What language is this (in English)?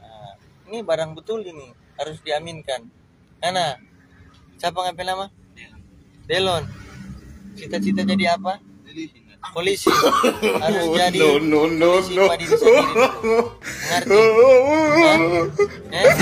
Manado Malay